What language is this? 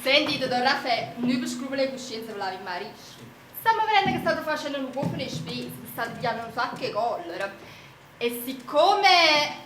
Neapolitan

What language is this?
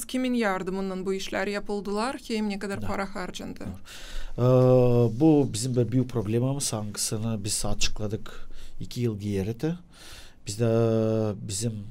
Gagauz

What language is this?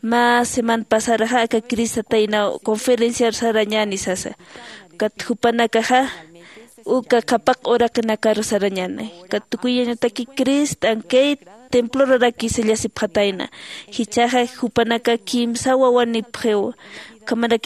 Aymara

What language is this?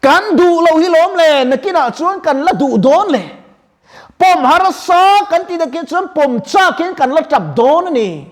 Mizo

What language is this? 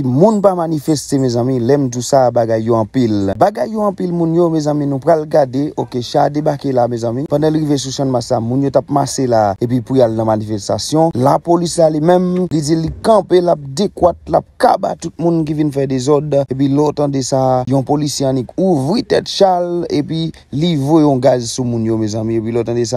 Haitian Creole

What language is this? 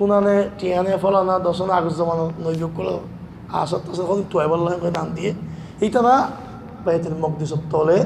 Rohingya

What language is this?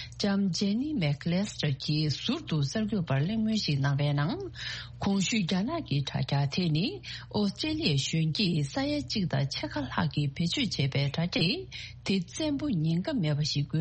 Tibetan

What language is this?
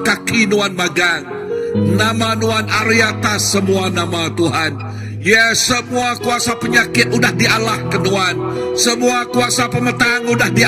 Iban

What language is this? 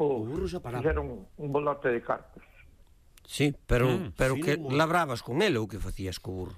Galician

